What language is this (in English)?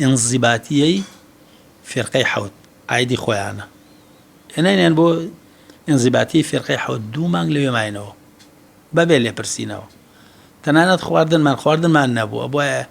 Central Kurdish